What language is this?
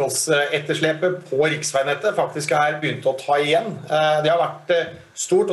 Norwegian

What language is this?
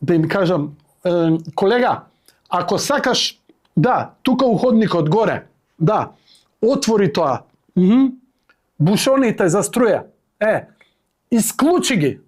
Macedonian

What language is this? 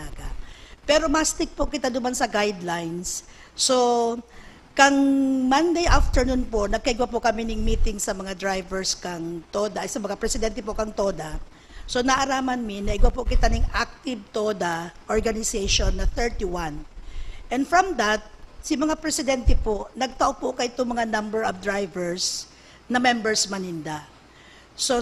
Bikol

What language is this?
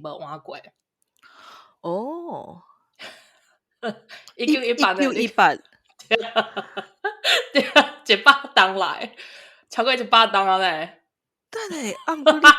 Min Nan Chinese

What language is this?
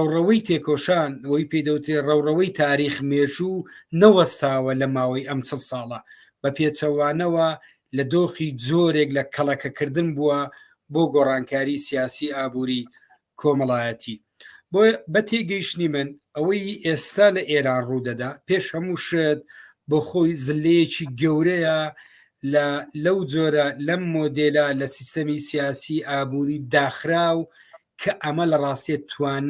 Central Kurdish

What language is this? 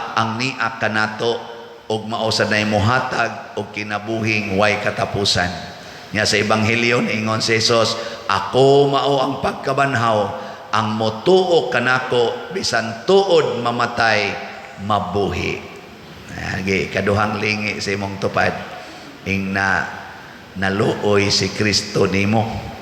Cebuano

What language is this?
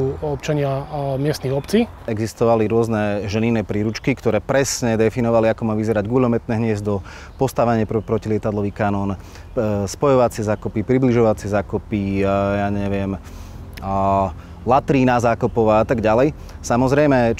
Slovak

